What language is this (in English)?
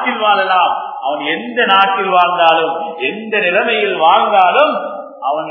Tamil